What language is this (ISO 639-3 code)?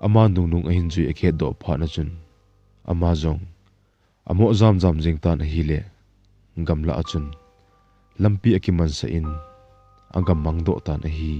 tcz